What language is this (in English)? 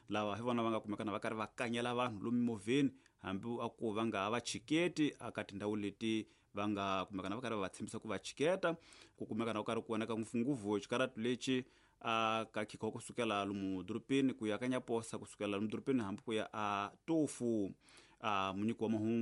Tsonga